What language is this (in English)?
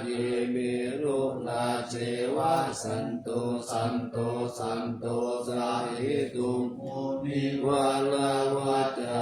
Pali